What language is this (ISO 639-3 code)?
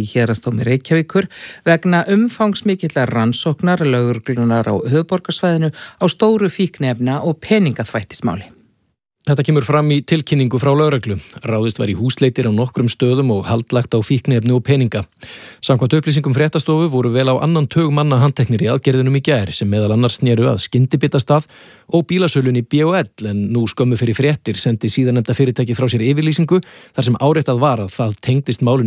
isl